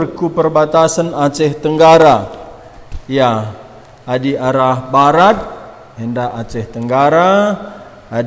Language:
Batak Karo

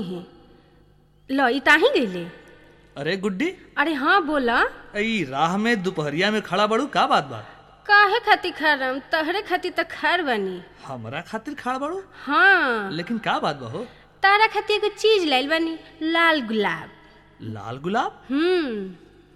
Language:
Bhojpuri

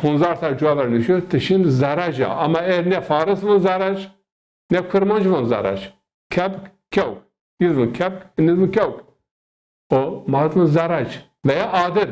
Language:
Zaza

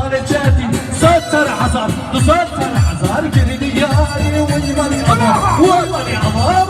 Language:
Kurdish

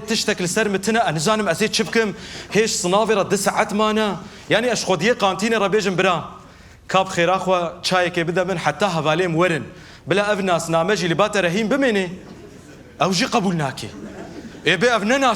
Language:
Kurdish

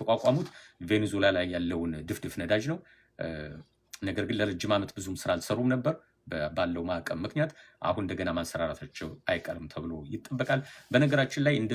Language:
Amharic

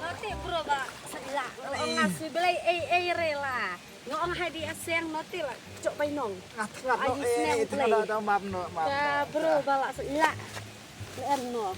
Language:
Khasi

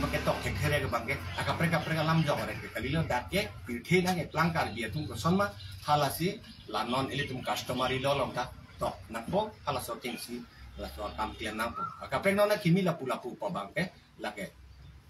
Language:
Karbi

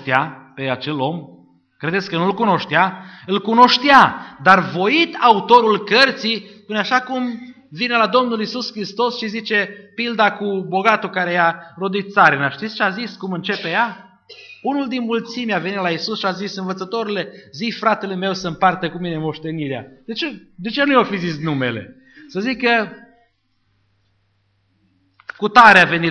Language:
Romanian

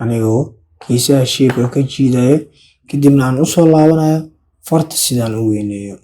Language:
Somali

